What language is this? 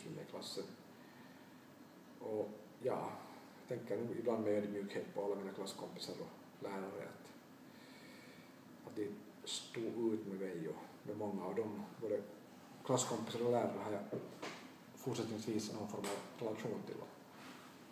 Swedish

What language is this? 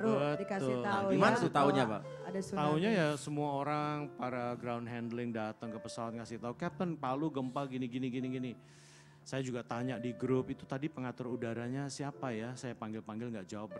Indonesian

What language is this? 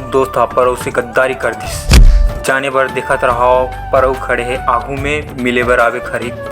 Chhattisgarhi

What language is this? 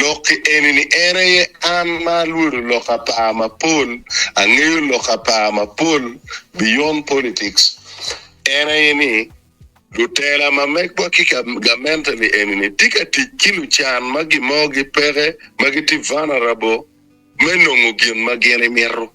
Acoli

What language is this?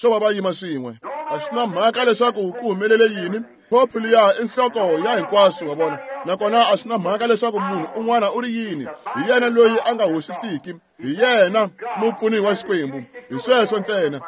Tsonga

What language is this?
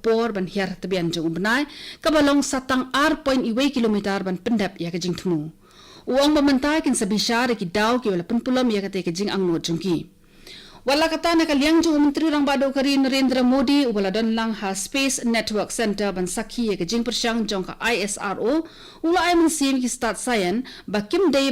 Khasi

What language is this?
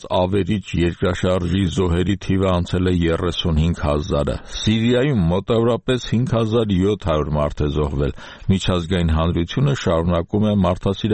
Armenian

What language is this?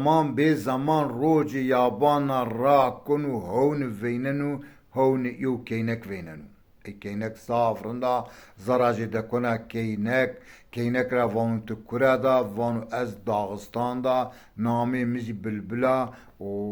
Zaza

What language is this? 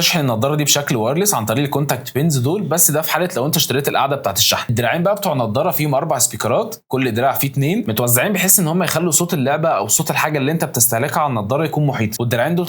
Egyptian Arabic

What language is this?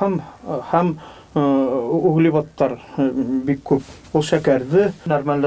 Bashkir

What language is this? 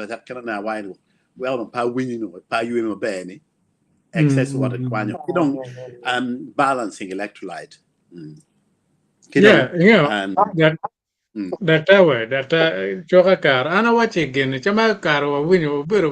Acoli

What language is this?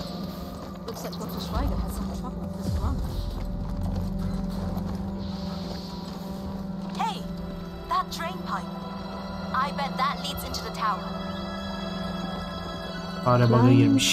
Turkish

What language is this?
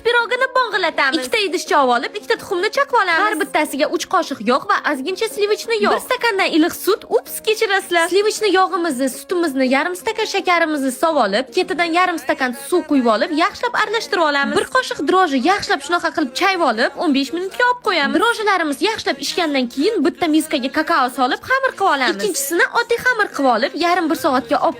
Uzbek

